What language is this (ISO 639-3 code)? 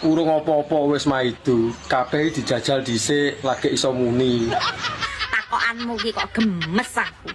jav